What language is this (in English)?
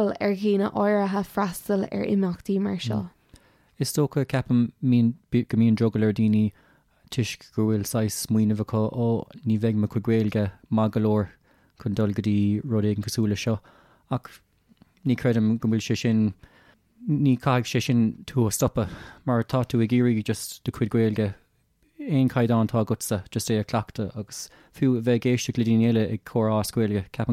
Irish